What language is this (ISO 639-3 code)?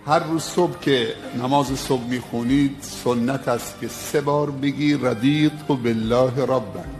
tgk